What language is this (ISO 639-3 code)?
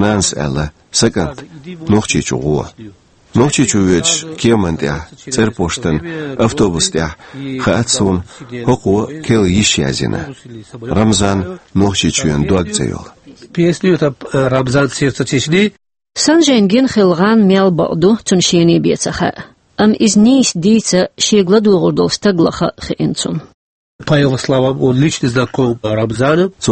che